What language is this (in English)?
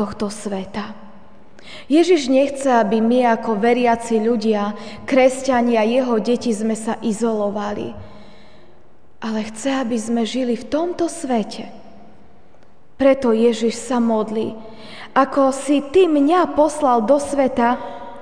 Slovak